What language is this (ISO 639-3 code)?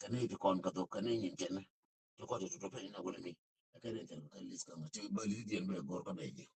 nus